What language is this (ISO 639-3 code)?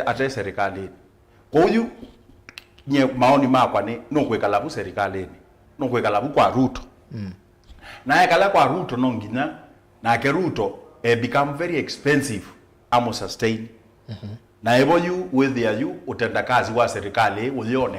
kam